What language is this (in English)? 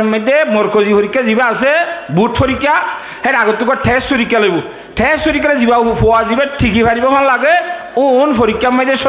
Rohingya